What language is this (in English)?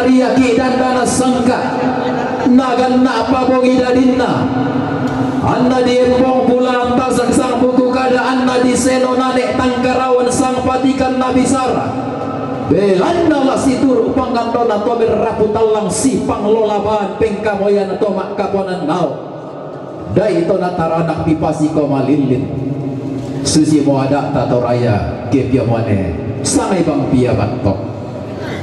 Toraja-Sa'dan